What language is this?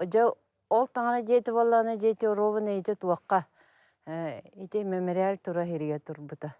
Yakut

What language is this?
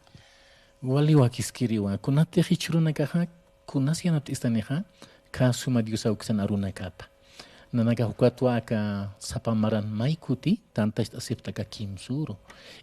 Aymara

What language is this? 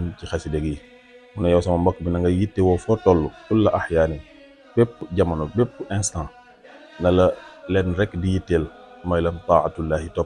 Wolof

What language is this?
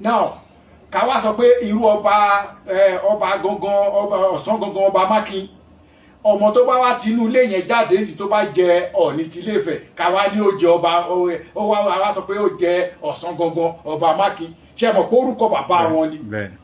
Yoruba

